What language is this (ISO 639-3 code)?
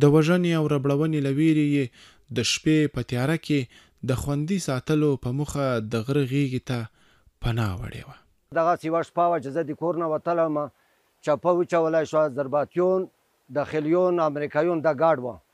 pus